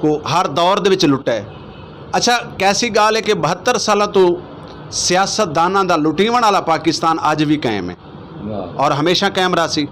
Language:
Saraiki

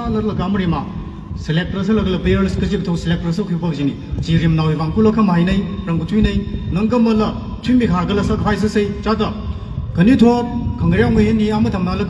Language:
Tangkhul Naga (India)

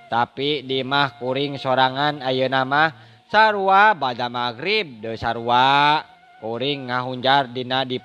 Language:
Sundanese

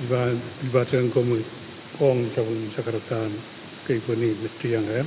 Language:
Pohnpeian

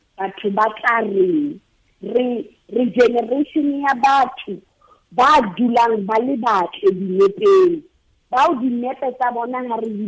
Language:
Southern Sotho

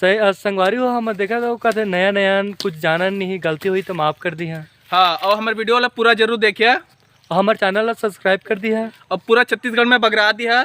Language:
Chhattisgarhi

